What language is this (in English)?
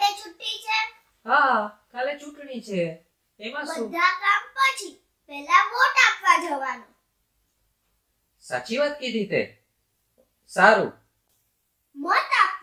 Gujarati